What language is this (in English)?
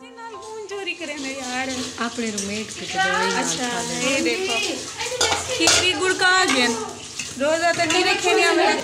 Saraiki